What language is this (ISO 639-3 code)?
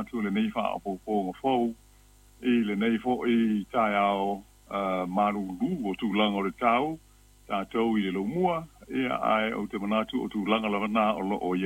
smo